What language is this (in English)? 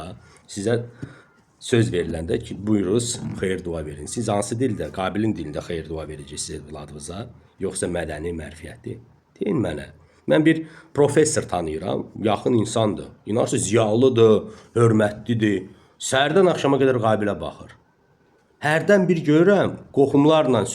Azerbaijani